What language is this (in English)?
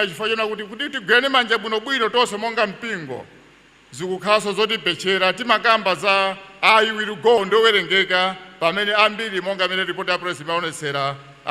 Nyanja